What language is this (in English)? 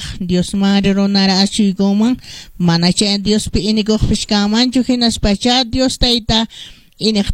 Quechua